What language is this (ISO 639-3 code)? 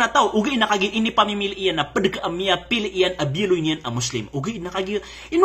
mrw